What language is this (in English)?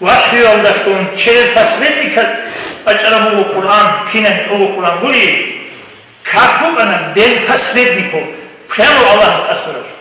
Avaric